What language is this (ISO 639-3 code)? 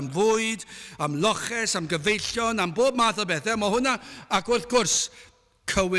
cym